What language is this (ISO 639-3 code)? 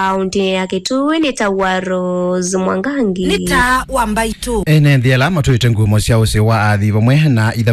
kam